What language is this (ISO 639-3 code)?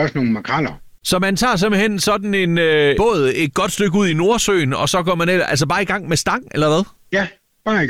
dan